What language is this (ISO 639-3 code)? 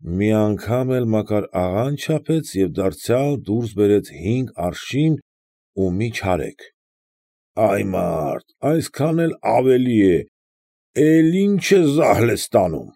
hye